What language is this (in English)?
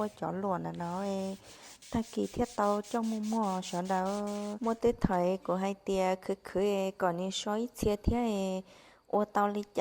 Hmong